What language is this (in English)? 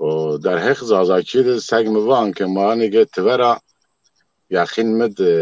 Zaza